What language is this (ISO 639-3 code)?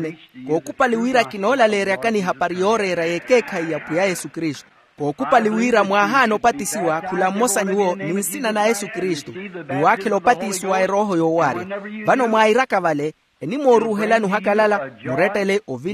vmw